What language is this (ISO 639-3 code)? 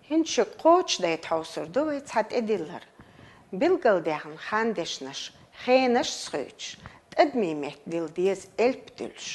che